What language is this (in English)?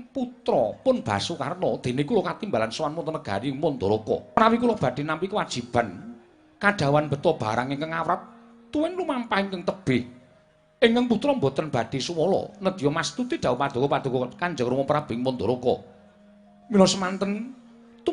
Javanese